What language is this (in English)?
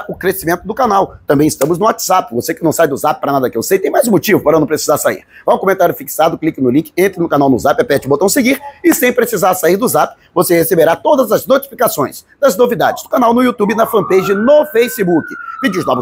Portuguese